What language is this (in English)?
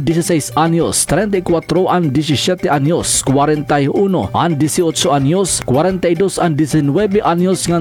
Waray